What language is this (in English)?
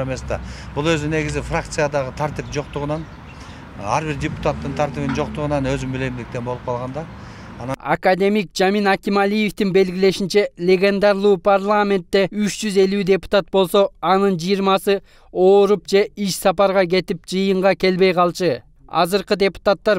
Kyrgyz